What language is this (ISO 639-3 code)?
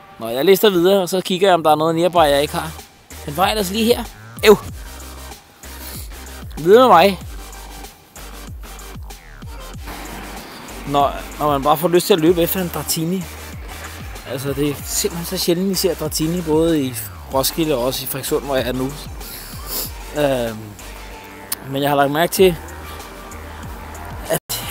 dan